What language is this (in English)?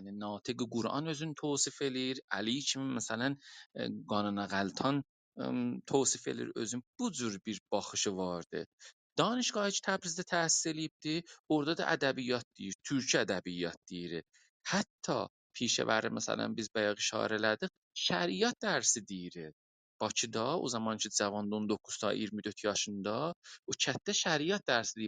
South Azerbaijani